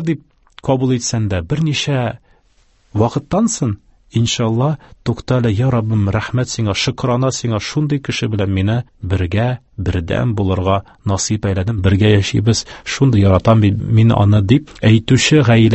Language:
Tatar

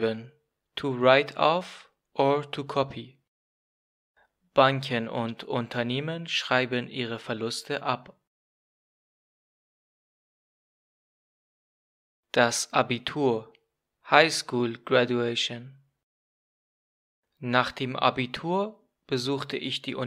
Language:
German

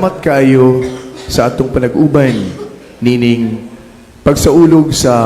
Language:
Cebuano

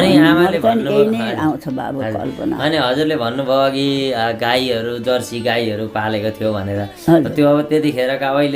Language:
Nepali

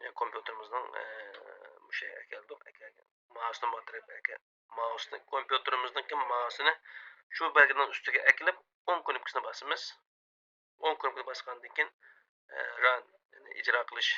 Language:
Uyghur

